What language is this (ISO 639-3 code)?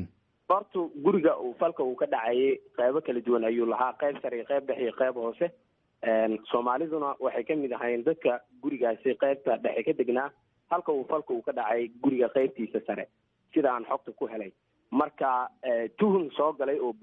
som